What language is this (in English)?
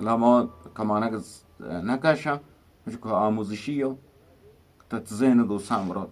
Eastern Balochi